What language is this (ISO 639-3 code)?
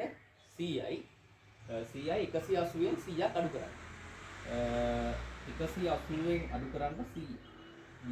sin